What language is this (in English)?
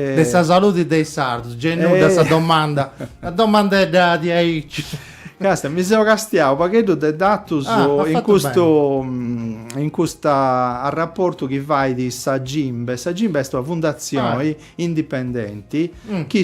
Sardinian